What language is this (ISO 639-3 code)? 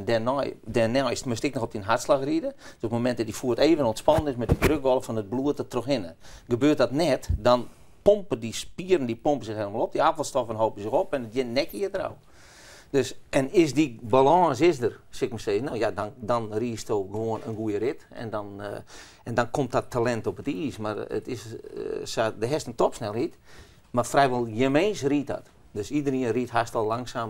fry